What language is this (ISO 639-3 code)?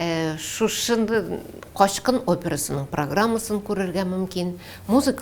tat